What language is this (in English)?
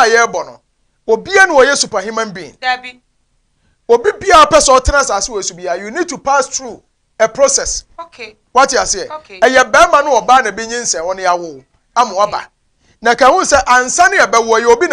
Akan